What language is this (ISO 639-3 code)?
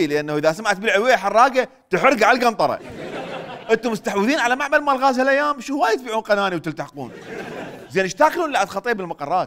acm